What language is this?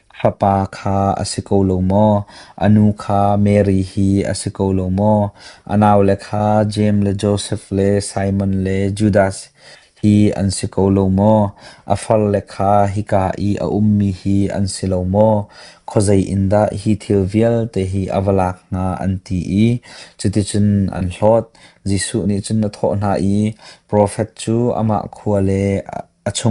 Hakha Chin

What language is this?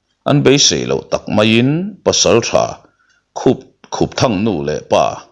Mizo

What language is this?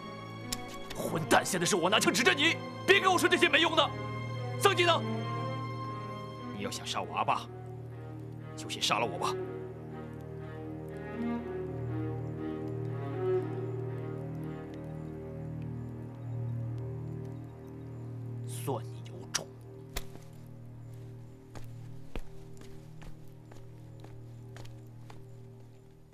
Chinese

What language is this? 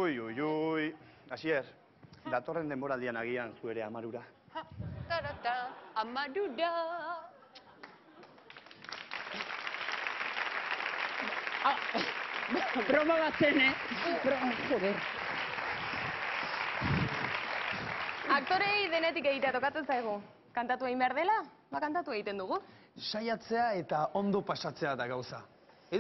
Basque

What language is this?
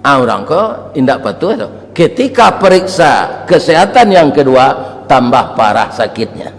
Minangkabau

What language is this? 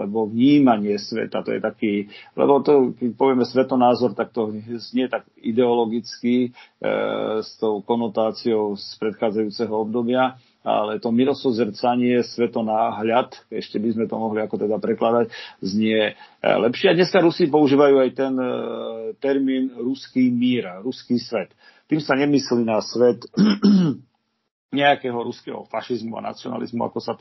Slovak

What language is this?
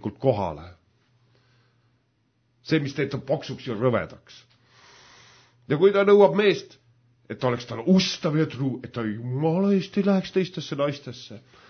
Estonian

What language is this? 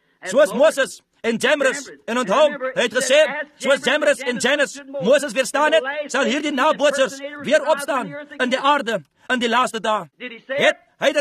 Afrikaans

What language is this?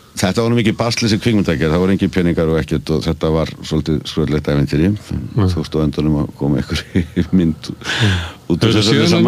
Icelandic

